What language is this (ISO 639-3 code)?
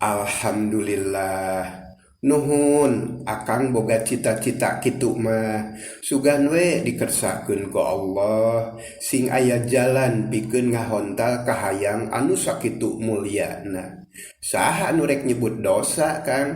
sun